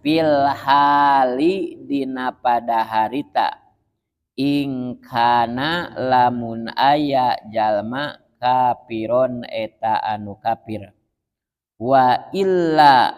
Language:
Sundanese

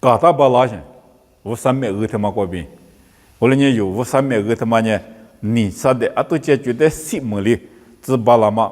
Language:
Lisu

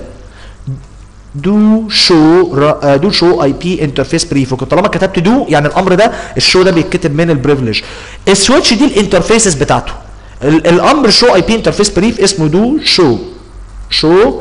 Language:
Egyptian Arabic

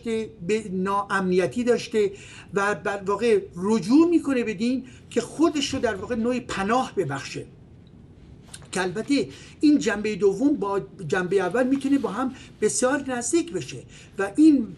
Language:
Persian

